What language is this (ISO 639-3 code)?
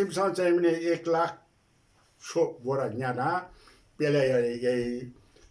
new